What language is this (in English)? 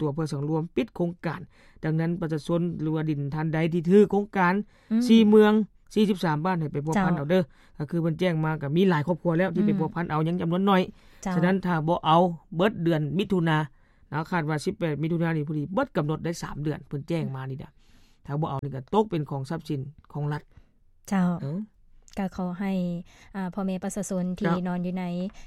Lao